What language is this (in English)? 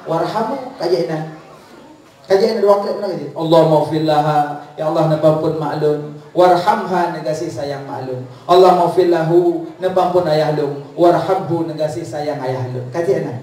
Achinese